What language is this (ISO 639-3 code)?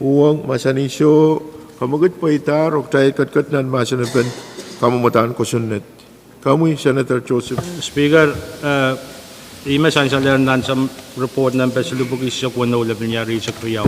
pon